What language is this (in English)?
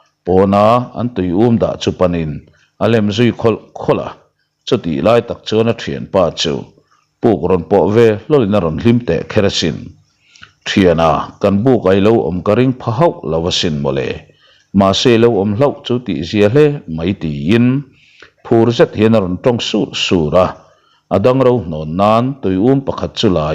Mizo